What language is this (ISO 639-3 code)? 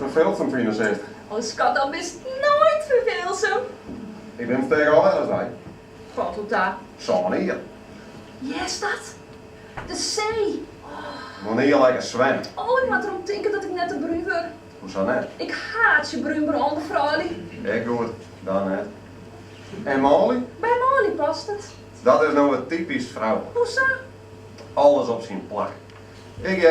fry